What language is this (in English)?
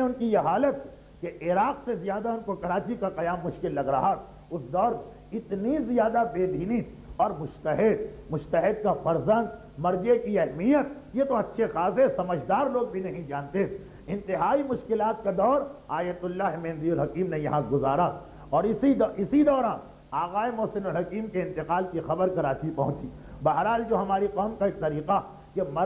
Urdu